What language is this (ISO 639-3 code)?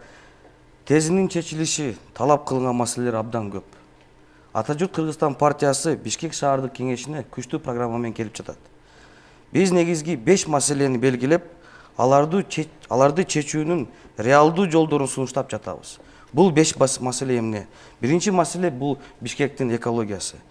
kir